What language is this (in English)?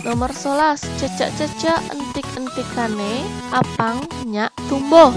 Balinese